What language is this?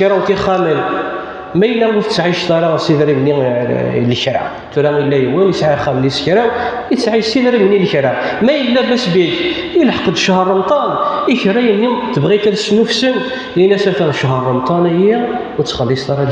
Kabyle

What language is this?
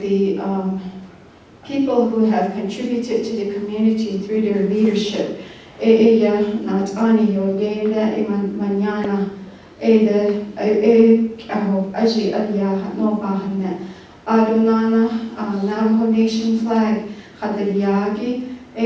Navajo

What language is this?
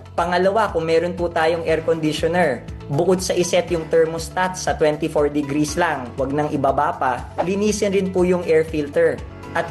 Filipino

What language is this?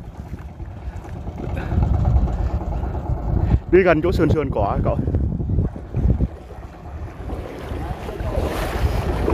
Vietnamese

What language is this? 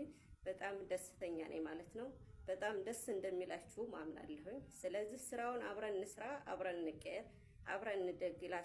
Amharic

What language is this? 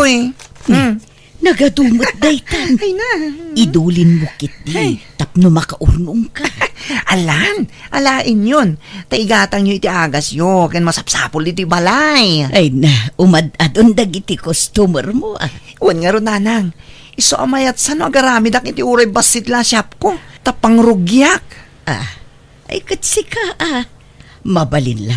Iloko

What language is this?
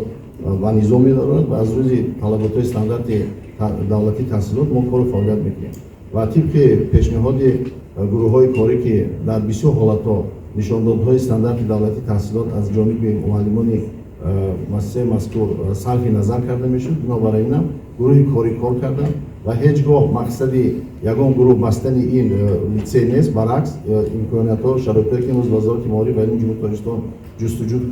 Tajik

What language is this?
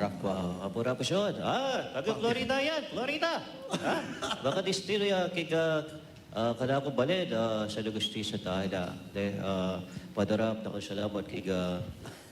Pampanga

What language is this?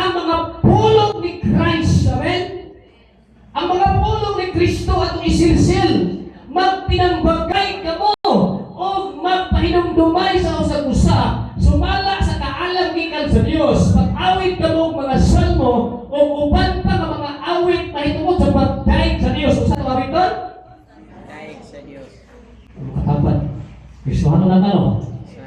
Cebuano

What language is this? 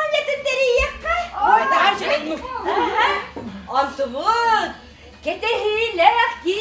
Yakut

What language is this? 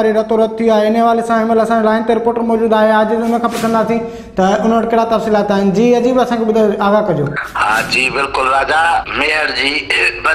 Sindhi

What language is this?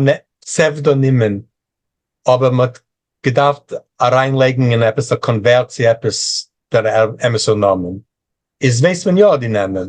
Yiddish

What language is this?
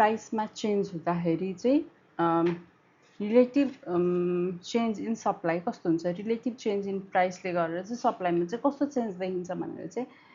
Nepali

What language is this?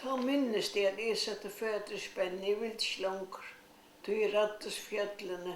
Faroese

